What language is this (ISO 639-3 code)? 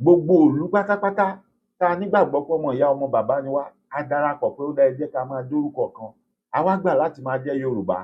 yor